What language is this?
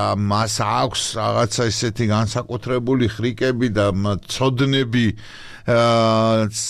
Georgian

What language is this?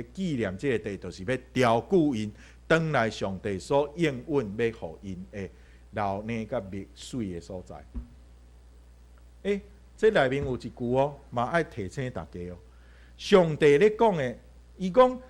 Min Nan Chinese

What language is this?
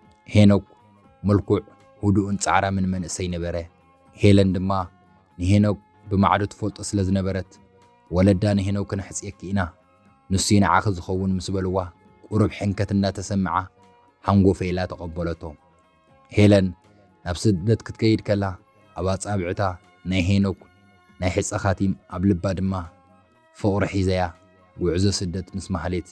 Tigrinya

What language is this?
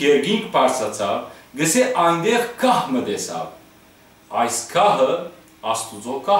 Western Armenian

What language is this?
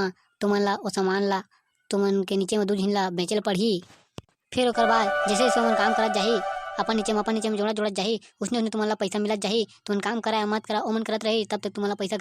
Chhattisgarhi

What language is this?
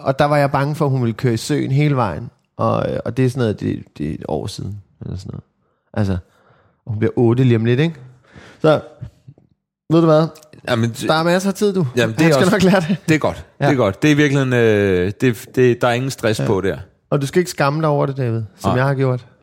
Danish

